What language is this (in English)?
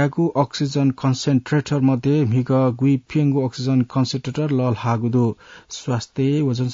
Newari